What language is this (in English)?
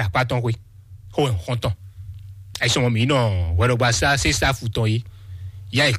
Fon